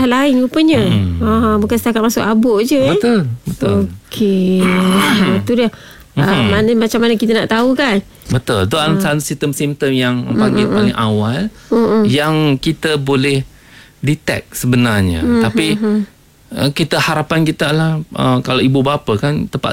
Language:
Malay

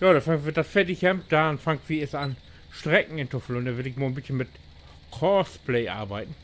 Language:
Low German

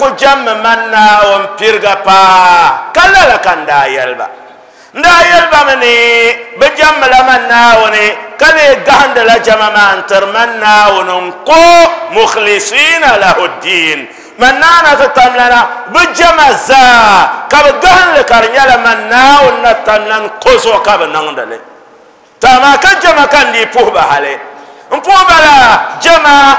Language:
Dagbani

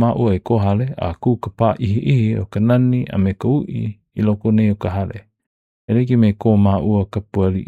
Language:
Hawaiian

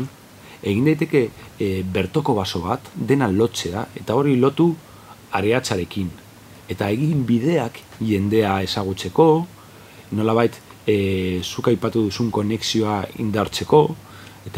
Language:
Basque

